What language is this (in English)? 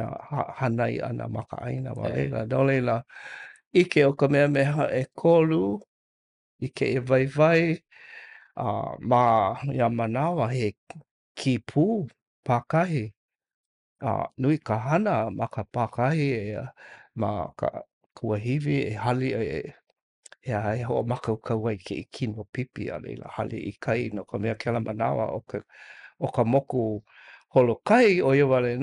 Hawaiian